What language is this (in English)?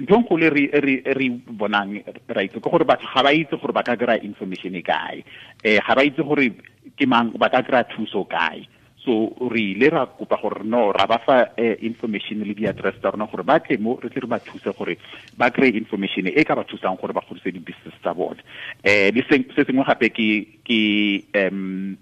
Tswana